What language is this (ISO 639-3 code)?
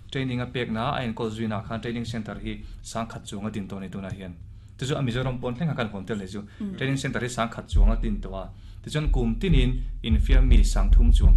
lus